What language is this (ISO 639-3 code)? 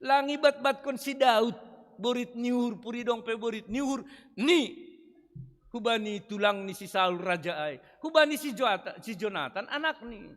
bts